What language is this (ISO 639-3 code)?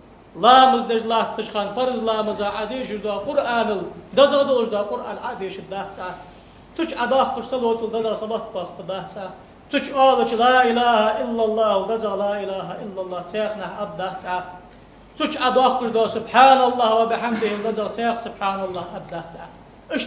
inh